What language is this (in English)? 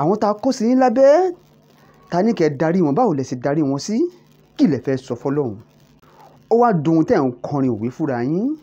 Yoruba